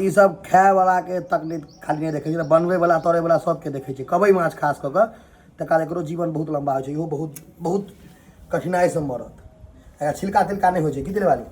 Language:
Maithili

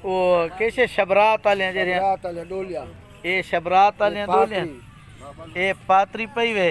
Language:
Saraiki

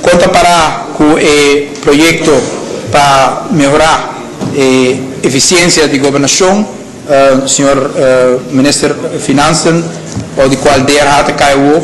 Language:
Papiamento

